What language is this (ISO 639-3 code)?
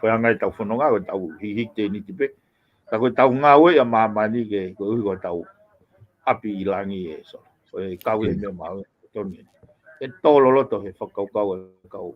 ton